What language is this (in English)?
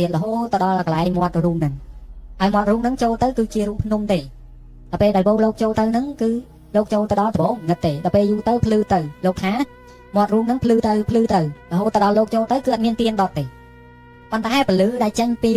Khmer